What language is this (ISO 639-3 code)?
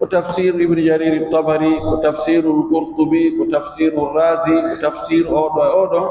fuf